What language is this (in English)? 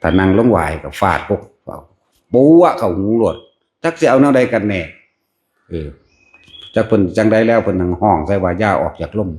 Northeastern Thai